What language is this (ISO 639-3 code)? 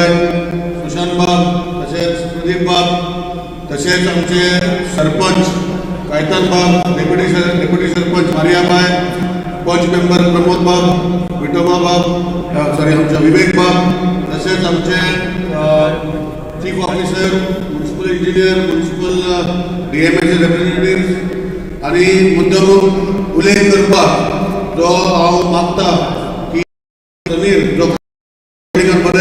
kok